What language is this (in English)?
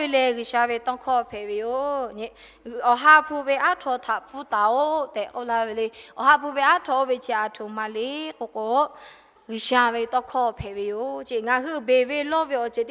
Lahu